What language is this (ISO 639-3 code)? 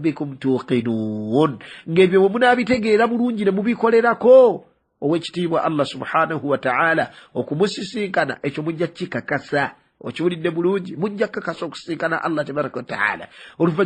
lug